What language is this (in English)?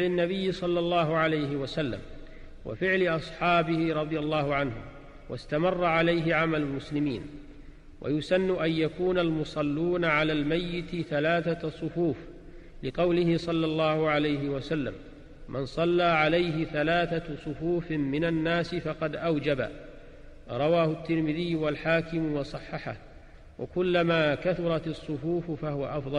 Arabic